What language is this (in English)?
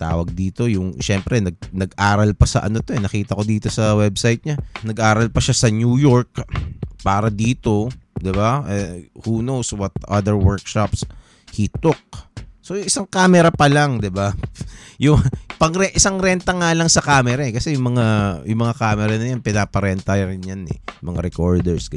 Filipino